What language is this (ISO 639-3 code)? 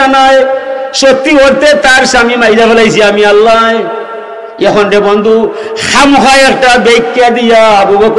syl